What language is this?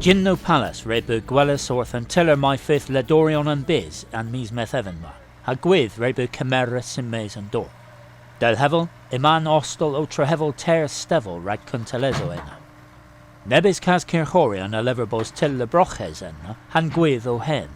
Cornish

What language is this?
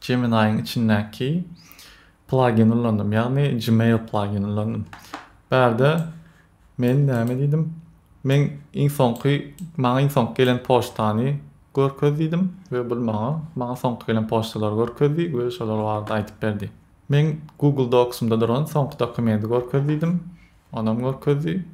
Turkmen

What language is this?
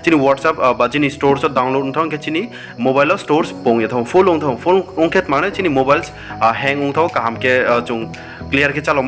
Riang (India)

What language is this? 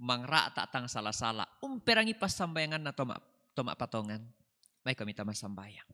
Toraja-Sa'dan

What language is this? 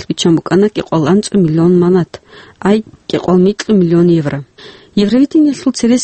Avaric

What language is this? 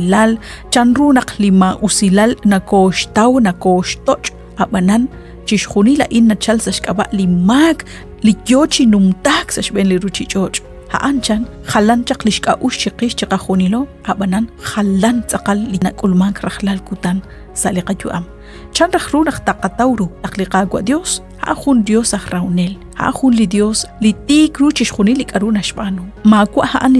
Kekchí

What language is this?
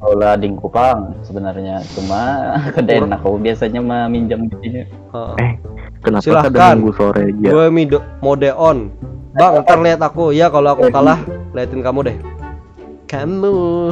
Banjar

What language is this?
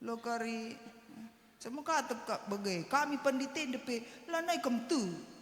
Batak Karo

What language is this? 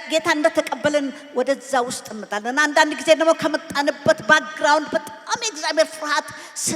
Amharic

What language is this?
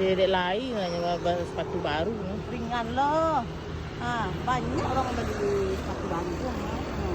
Minangkabau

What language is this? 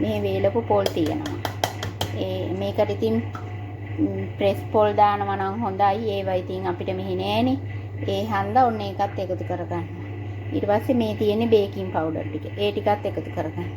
Sinhala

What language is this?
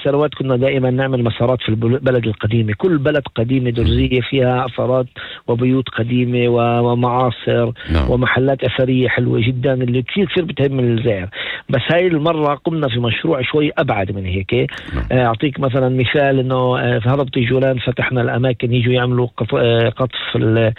North Levantine Arabic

